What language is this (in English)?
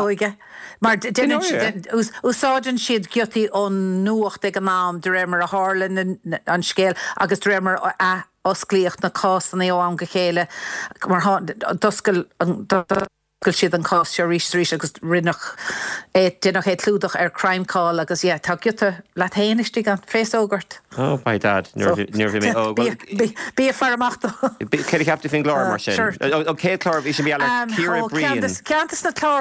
Irish